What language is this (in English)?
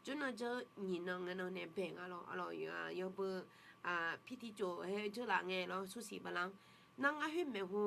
Akha